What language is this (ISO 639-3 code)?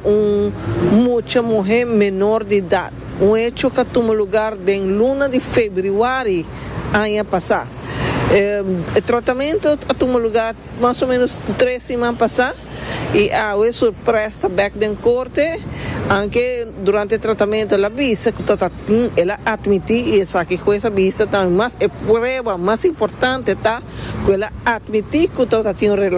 pap